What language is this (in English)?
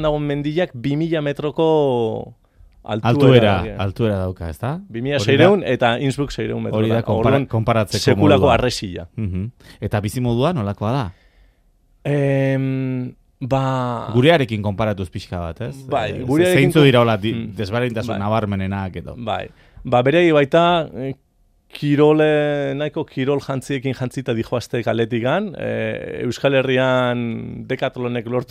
Basque